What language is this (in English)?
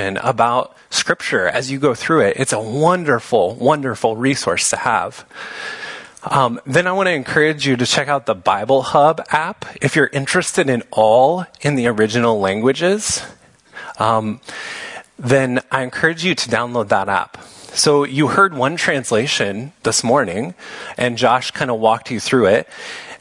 English